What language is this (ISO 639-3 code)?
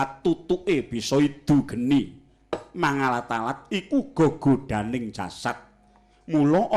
jav